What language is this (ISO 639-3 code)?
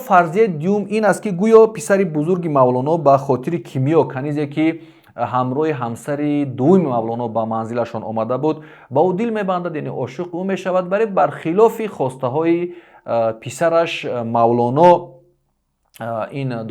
tgk